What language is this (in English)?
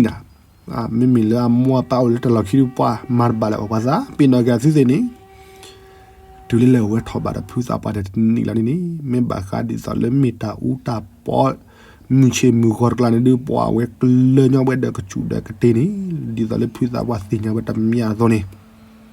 S'gaw Karen